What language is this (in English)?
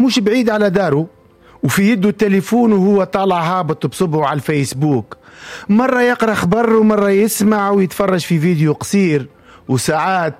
Tunisian Arabic